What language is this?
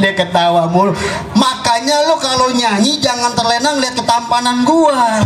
Betawi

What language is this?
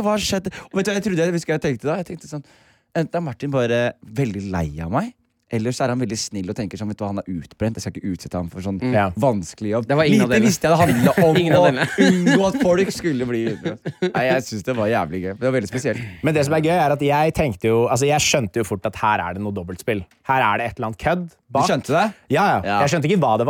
Norwegian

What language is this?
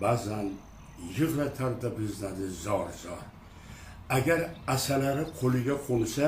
Uzbek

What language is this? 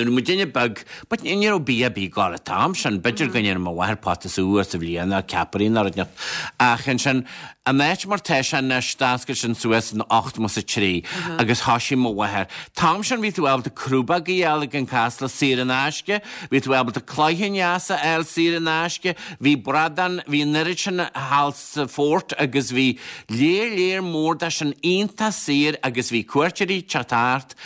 Irish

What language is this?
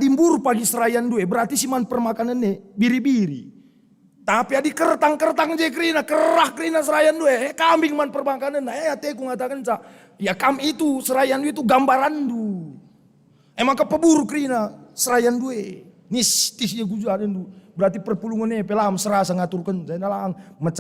Batak Karo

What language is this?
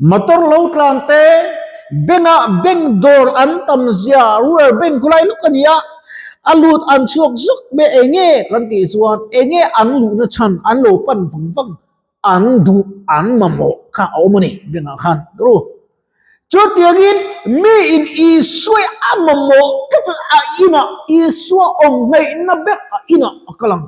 Mizo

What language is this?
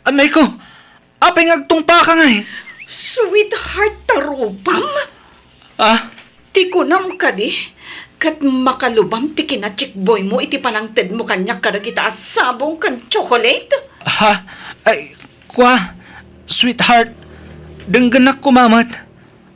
Iloko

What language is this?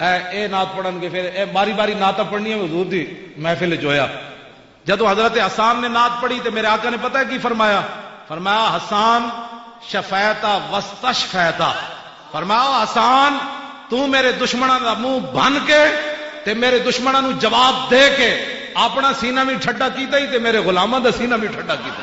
Western Panjabi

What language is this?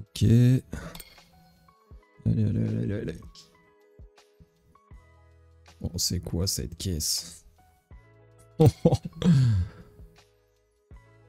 French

